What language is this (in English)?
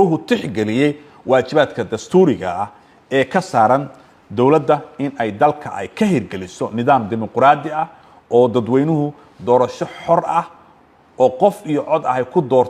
Somali